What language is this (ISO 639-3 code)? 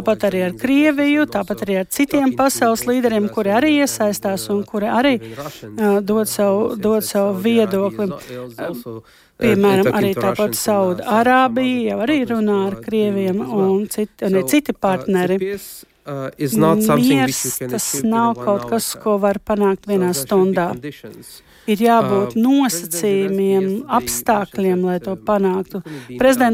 lav